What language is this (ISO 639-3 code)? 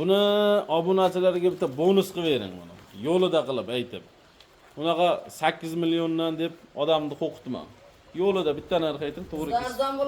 uzb